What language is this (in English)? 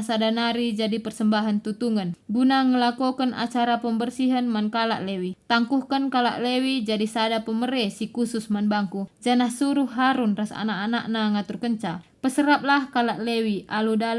Batak Karo